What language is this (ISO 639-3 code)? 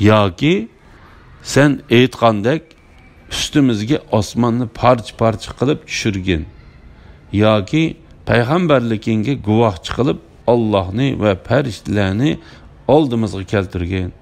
uig